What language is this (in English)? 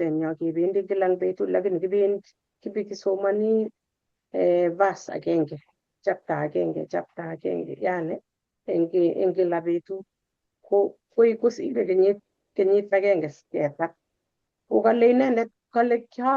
Kalenjin